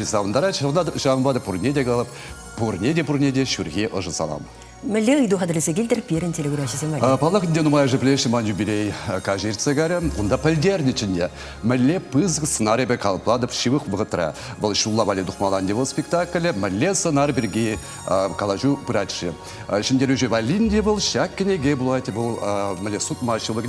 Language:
Chuvash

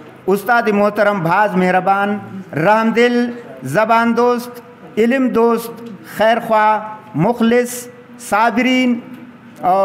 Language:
Brahui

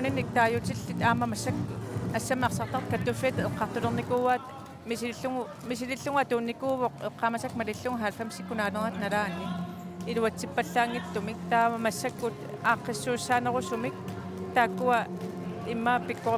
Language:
Kalaallisut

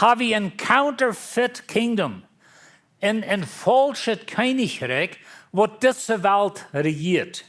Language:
Plautdietsch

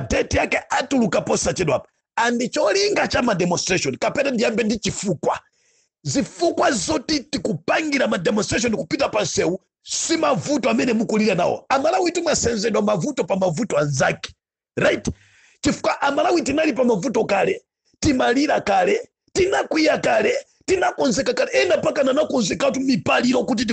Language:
Nyanja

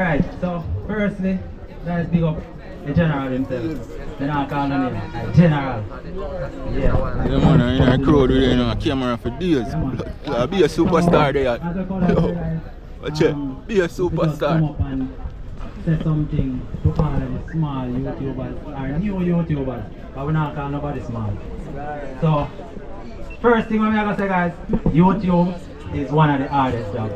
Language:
Jamaican Creole English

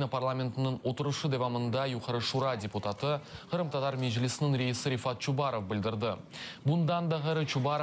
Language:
Crimean Tatar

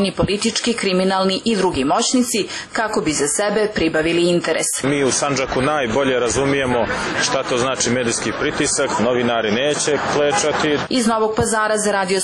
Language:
Serbian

